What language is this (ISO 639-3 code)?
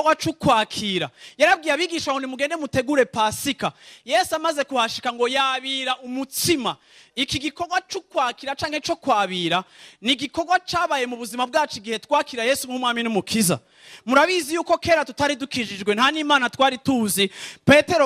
run